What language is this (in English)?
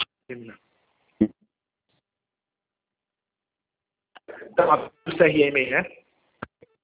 Portuguese